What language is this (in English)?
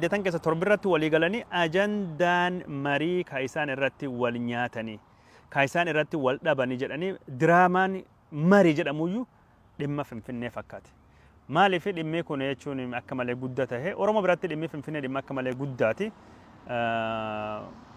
Oromo